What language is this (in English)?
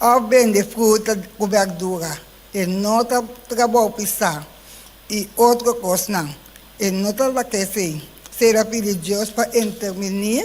Papiamento